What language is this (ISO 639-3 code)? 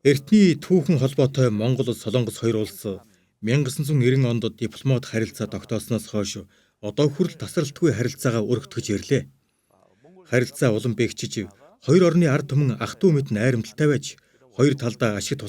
mon